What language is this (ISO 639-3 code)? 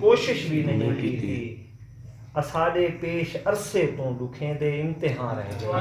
skr